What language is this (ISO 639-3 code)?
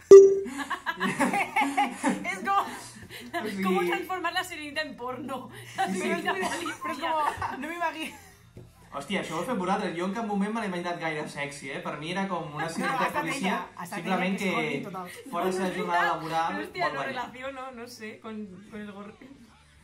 cat